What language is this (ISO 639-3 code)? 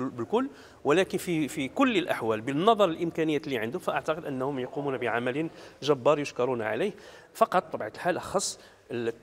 ary